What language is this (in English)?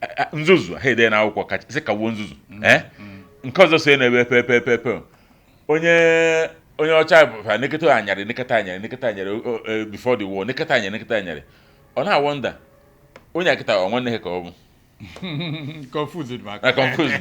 Igbo